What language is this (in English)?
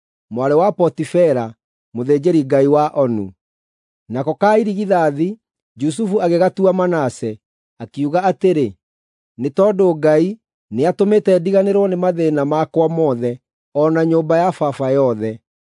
Kikuyu